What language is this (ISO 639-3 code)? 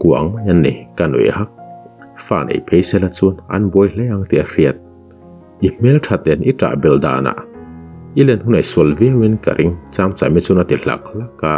lus